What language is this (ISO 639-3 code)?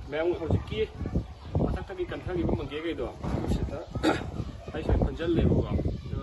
mni